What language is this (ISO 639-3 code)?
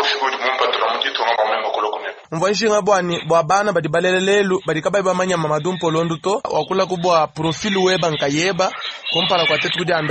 lua